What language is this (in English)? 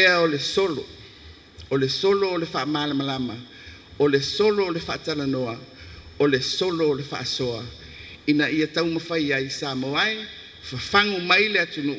Samoan